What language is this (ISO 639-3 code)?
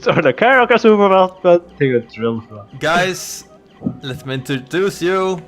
fao